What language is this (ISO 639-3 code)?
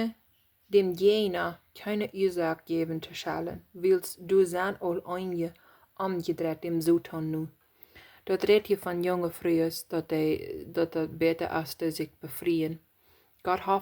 pdt